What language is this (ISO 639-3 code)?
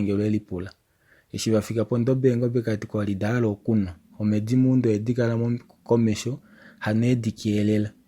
kua